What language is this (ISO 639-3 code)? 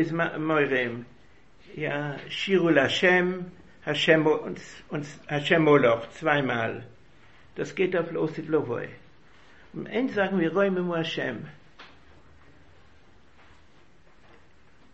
deu